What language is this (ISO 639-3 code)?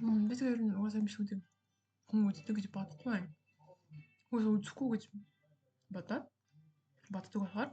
mon